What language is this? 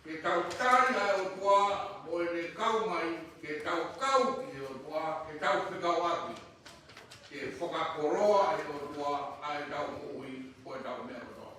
Tongan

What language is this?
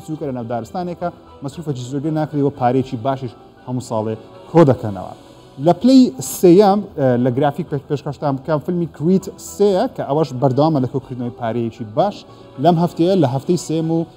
Central Kurdish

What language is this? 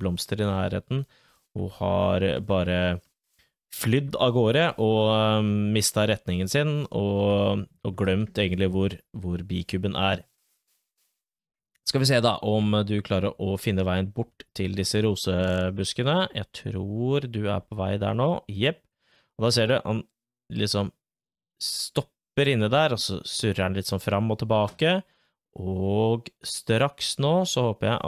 Norwegian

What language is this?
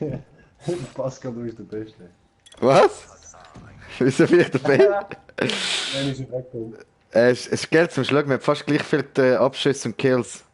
Swiss German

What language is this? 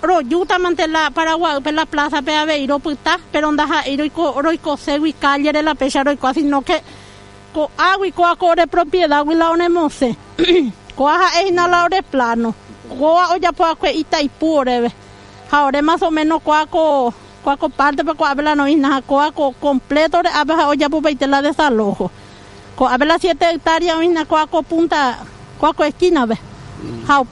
Guarani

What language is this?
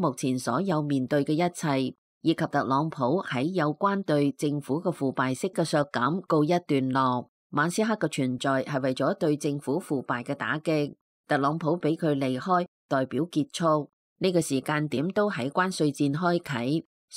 Cantonese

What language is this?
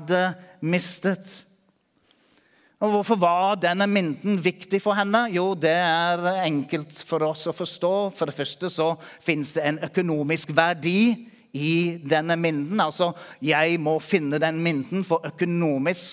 Norwegian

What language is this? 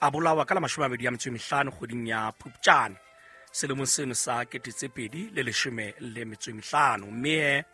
Southern Sotho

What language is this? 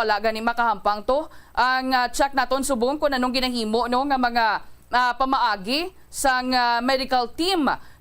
Hiligaynon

